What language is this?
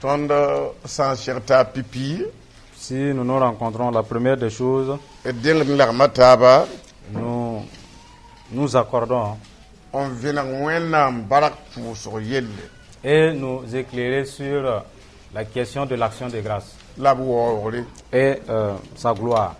Mossi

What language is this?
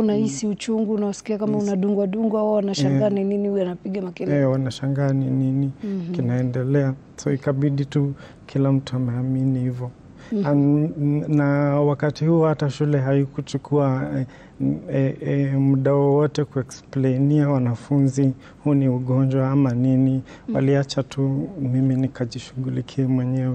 Swahili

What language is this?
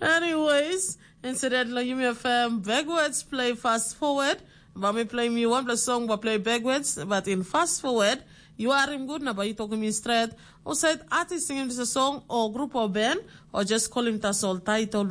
Tok Pisin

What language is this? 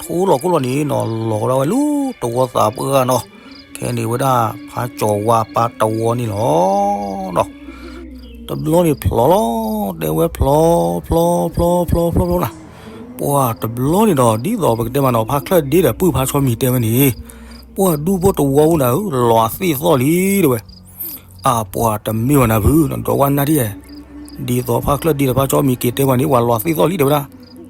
S'gaw Karen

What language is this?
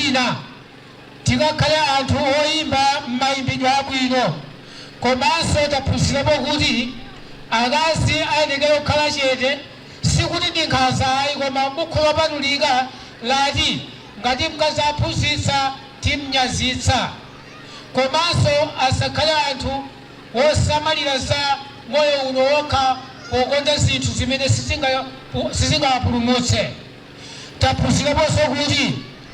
Nyanja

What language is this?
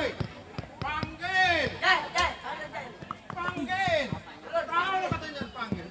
Betawi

